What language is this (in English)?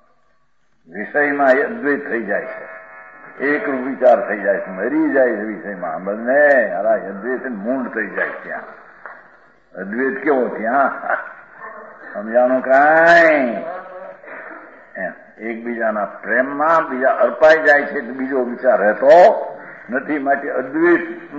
Gujarati